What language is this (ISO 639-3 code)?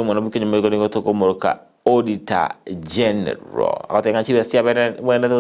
guz